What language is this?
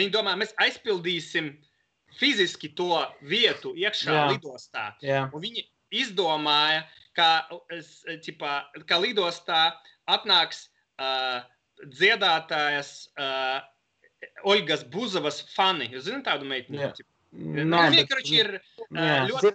Latvian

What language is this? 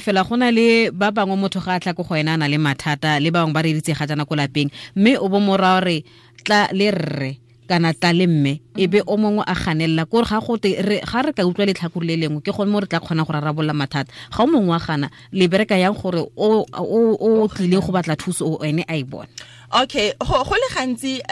Tswana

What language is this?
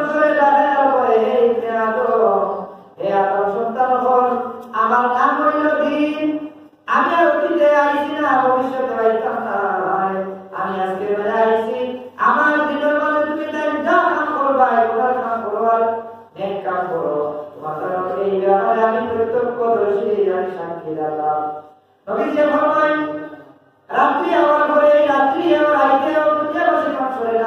Sylheti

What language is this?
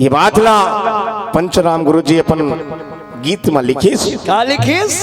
Chhattisgarhi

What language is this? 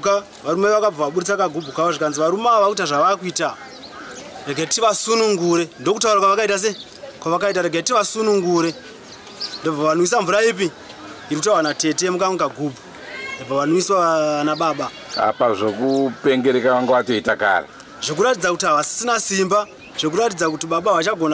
Shona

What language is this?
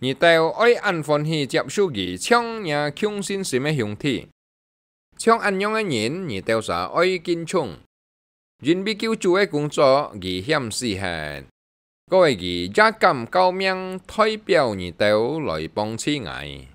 Hakka Chinese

